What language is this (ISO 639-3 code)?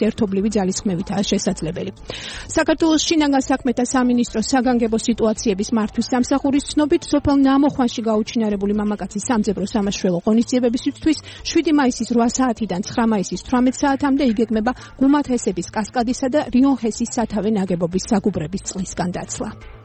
kat